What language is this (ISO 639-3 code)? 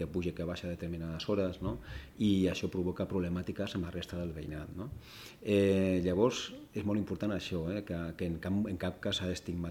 cat